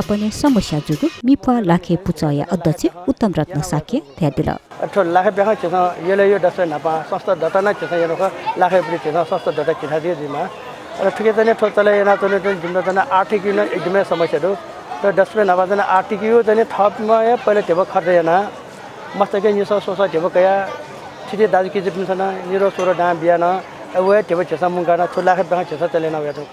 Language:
Newari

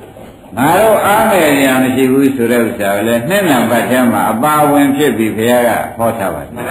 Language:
Burmese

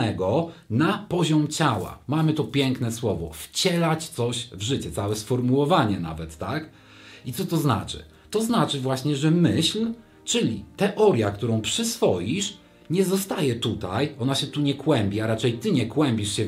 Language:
Polish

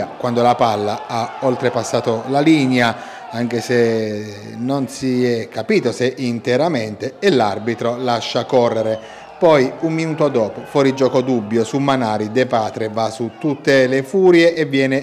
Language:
Italian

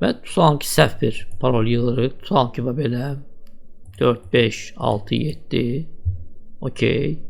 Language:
Azerbaijani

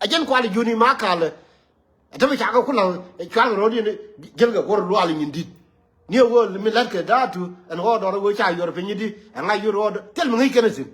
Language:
Nuer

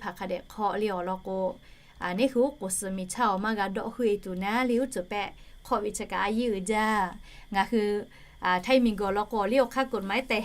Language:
Lahu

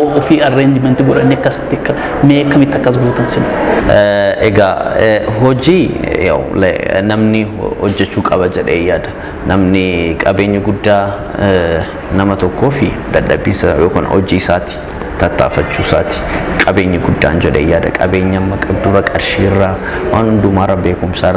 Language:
Oromo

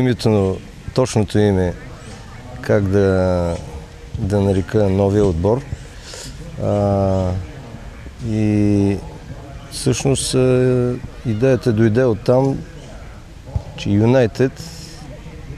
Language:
Bulgarian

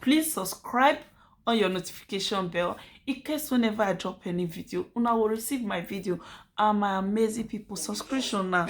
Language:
Nigerian Pidgin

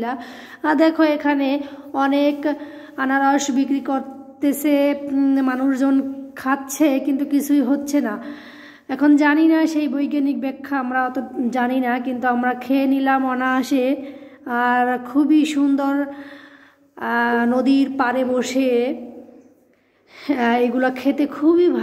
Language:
Bangla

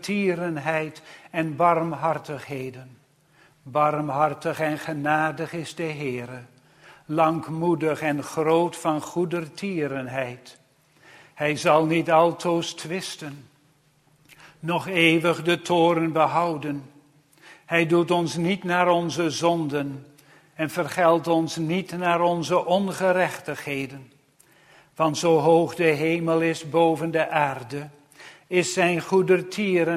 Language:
Dutch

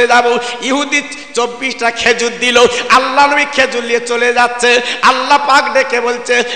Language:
Bangla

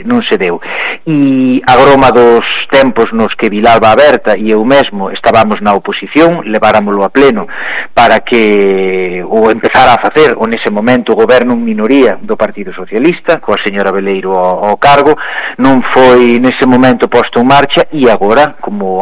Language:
Galician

